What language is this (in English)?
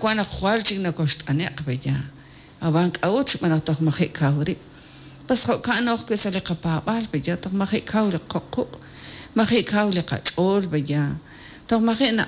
Kekchí